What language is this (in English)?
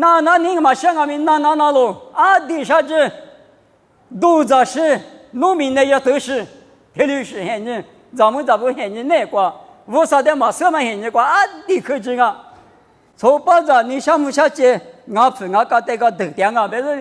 Lisu